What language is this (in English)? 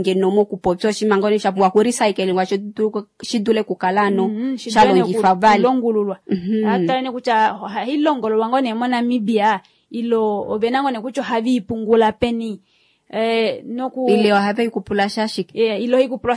Kuanyama